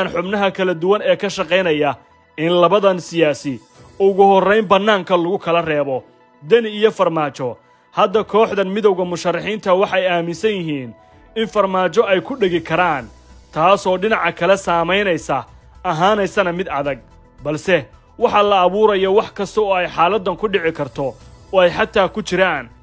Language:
Somali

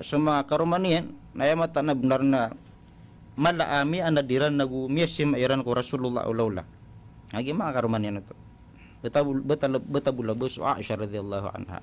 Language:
Maranao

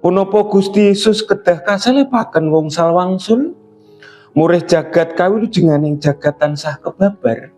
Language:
Javanese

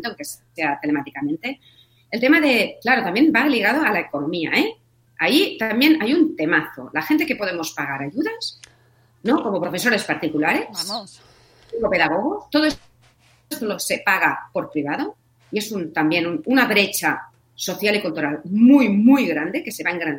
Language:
Spanish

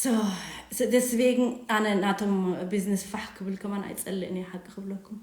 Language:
Tigrinya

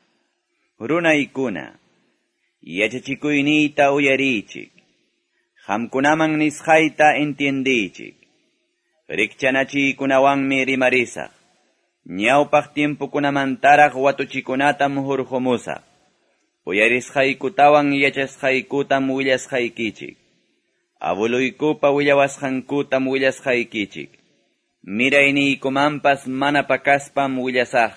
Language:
Quechua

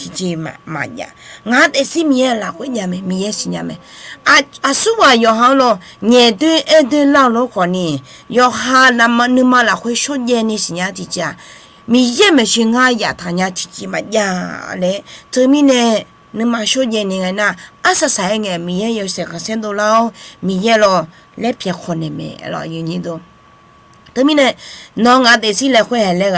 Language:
Akha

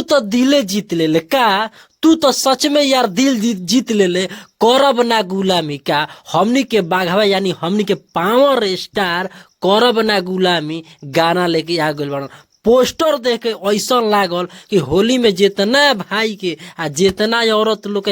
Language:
Bhojpuri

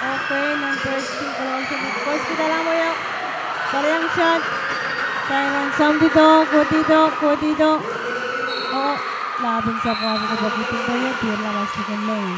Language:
Pohnpeian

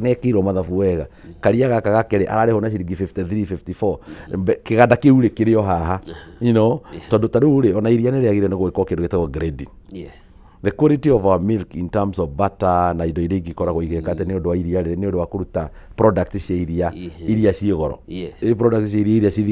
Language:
Kikuyu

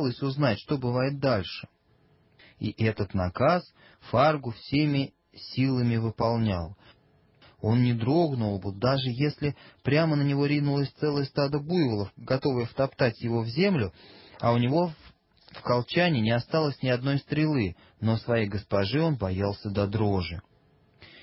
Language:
Russian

